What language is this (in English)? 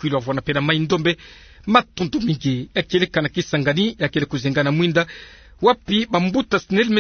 Kituba (Democratic Republic of Congo)